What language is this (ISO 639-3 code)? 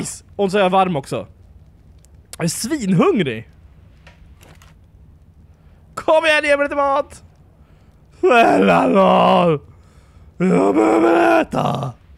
swe